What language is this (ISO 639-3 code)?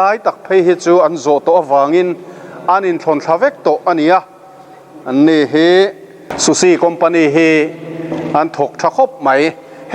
lus